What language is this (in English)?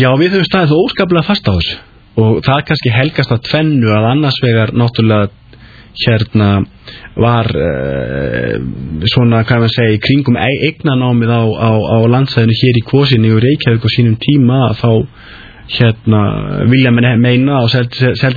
Icelandic